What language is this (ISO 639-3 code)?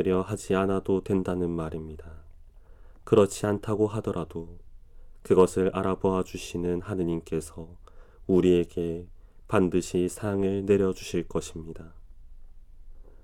kor